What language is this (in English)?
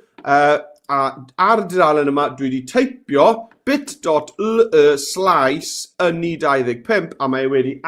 Welsh